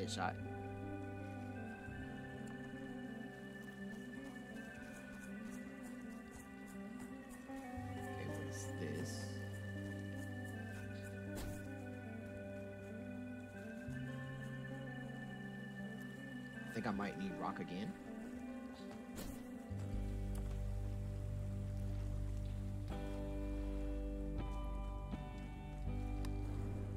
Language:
English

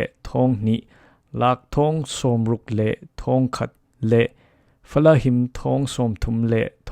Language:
Falam Chin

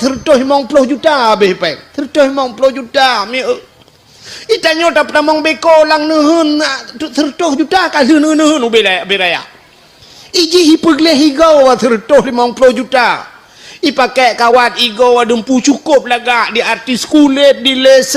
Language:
Achinese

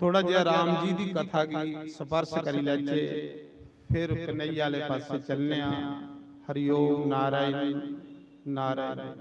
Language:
Dogri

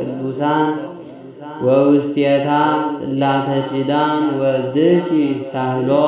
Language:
Geez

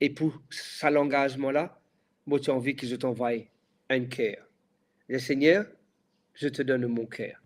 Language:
Morisyen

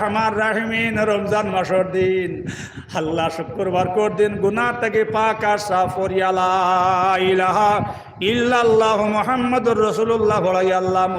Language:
Sylheti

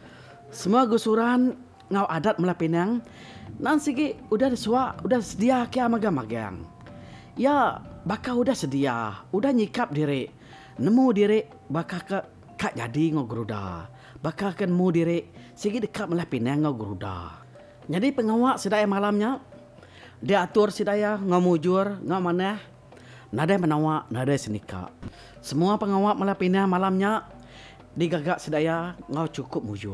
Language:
Iban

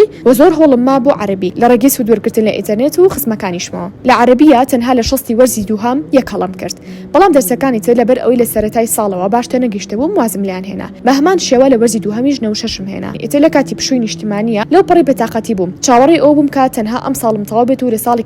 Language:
Central Kurdish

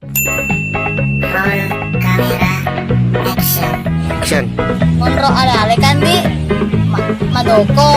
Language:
Buginese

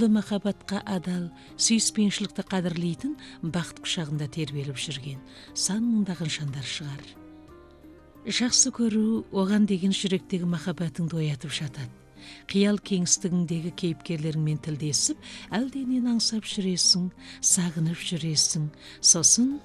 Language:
Kazakh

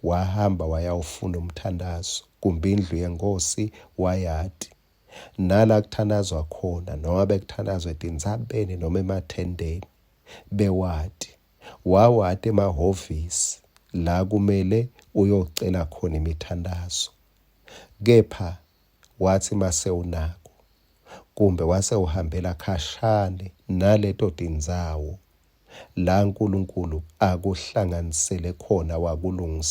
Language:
Swati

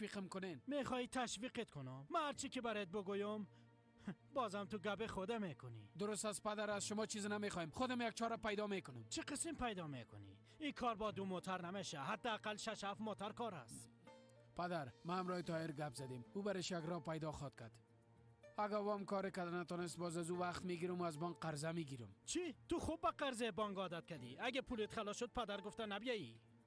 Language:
Persian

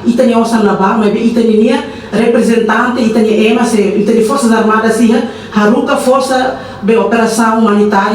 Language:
Tetum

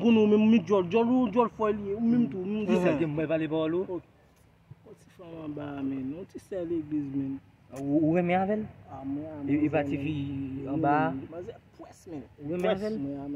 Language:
Haitian Creole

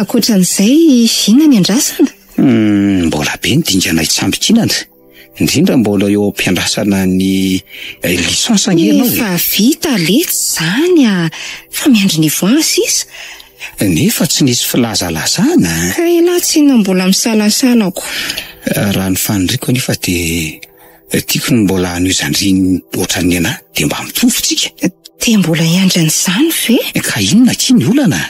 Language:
Malagasy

